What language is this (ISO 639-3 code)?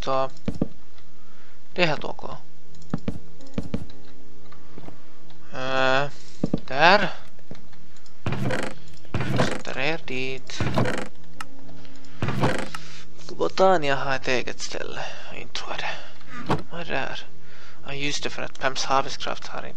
swe